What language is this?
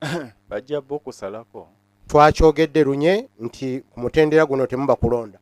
Ganda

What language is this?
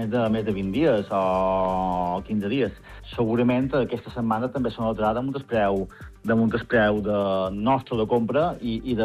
Catalan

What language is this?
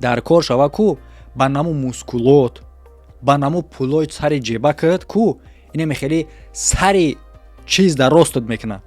Tajik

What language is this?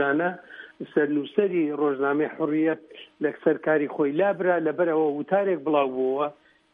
Central Kurdish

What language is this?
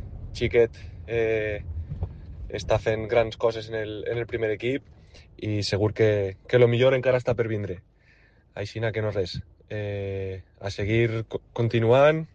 Catalan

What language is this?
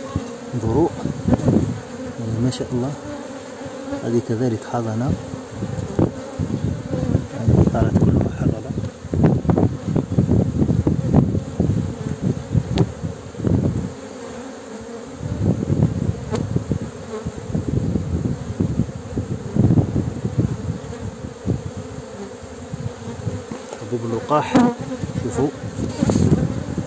Arabic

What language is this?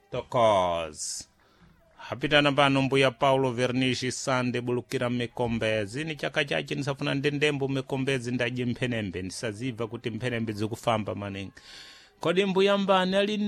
Sena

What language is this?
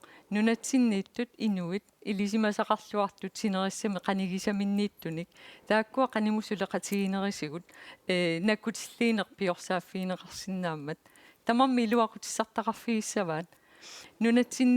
Kalaallisut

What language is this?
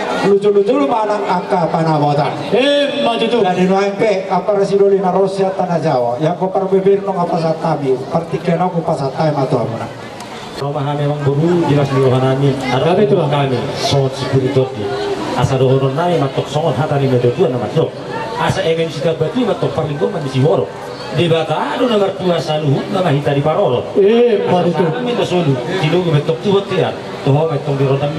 Batak Toba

